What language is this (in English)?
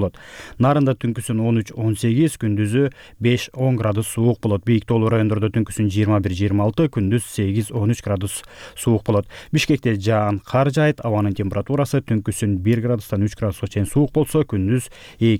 Kyrgyz